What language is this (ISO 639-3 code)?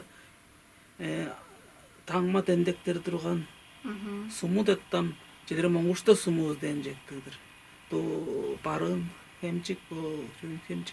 tyv